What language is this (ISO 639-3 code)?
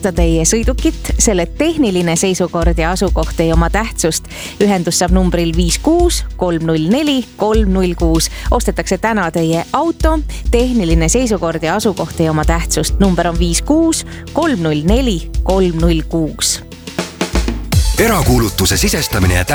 est